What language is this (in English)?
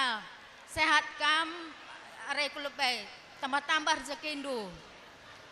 Batak Karo